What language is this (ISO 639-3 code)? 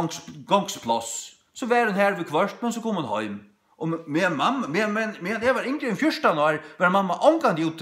fao